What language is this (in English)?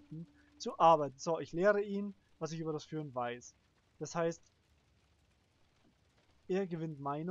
German